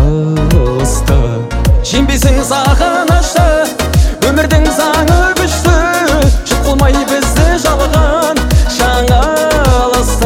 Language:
Kazakh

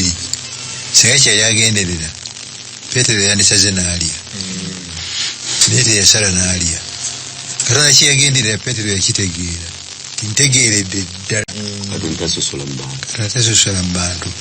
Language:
Ganda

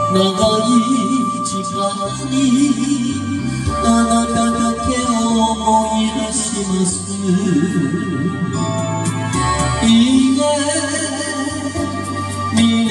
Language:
Japanese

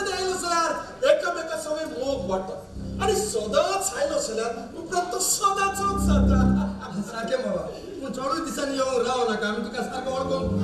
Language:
Konkani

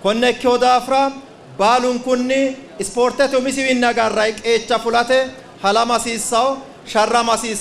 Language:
Sidamo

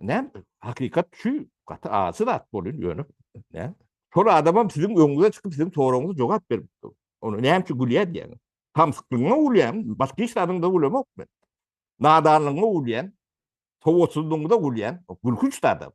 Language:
Turkmen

